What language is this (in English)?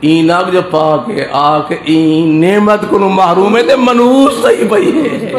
Saraiki